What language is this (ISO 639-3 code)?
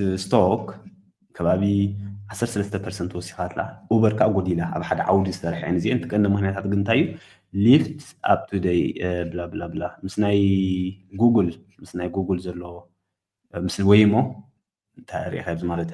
tir